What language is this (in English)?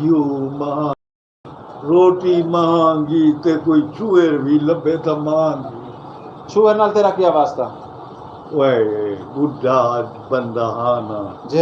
Saraiki